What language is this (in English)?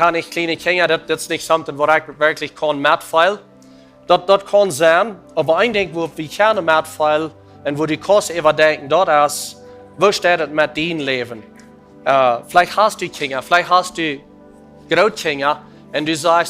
Plautdietsch